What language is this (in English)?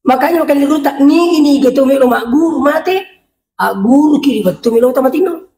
Buginese